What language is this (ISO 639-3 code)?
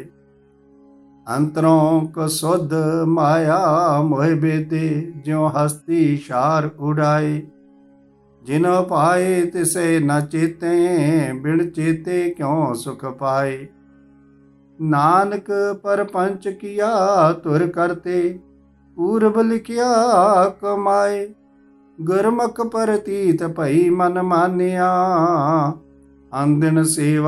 pan